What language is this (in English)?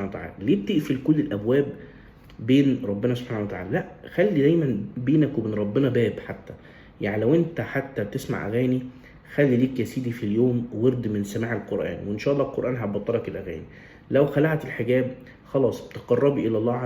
Egyptian Arabic